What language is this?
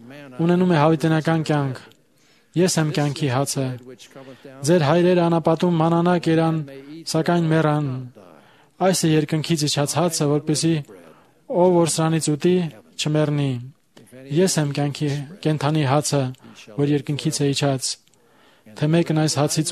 Armenian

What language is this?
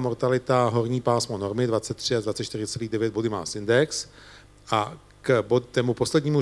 Czech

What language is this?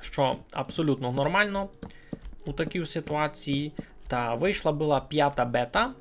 Rusyn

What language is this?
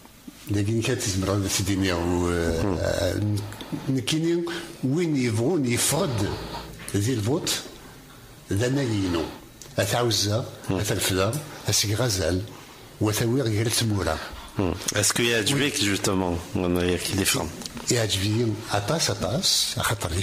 Kabyle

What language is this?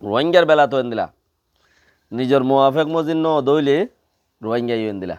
Rohingya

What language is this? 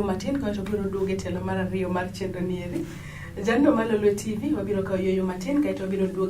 Luo (Kenya and Tanzania)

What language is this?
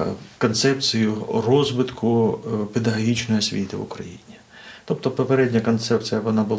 Ukrainian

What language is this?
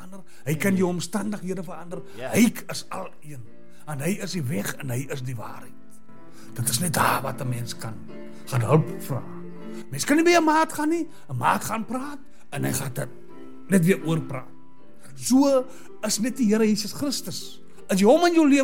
Afrikaans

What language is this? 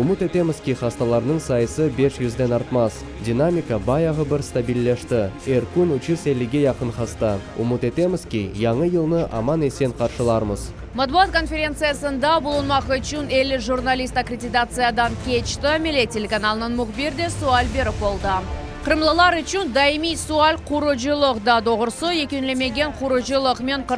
Crimean Tatar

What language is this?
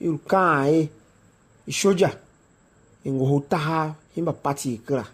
Tiv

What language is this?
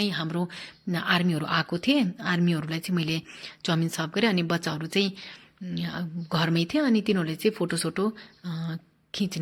Nepali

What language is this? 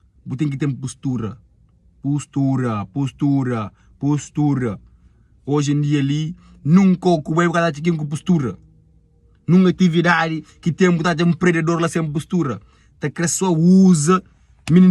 Kabuverdianu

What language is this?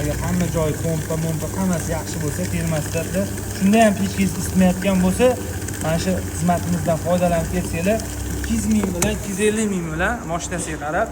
Uzbek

